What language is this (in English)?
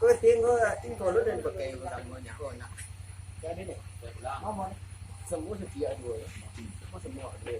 Minangkabau